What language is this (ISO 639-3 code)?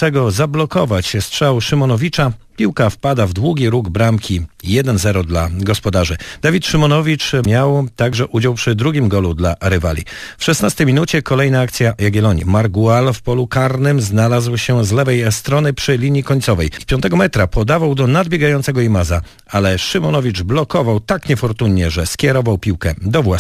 pol